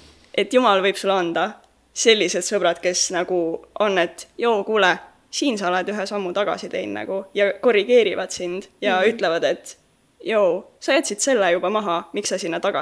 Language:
Estonian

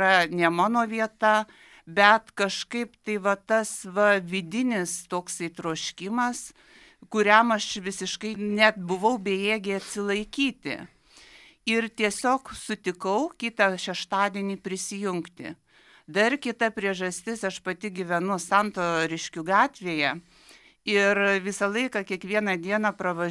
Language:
Lithuanian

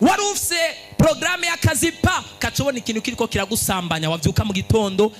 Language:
Rundi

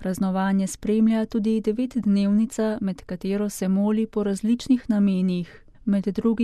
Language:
Slovenian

